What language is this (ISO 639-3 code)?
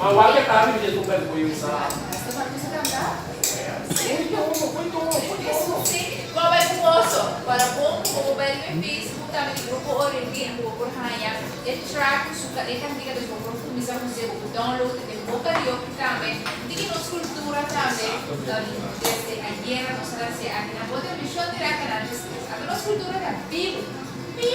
pap